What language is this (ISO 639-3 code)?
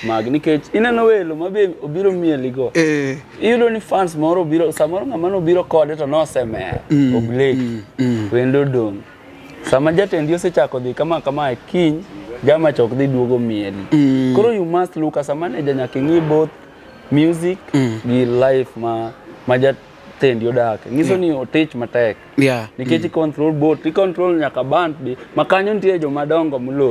luo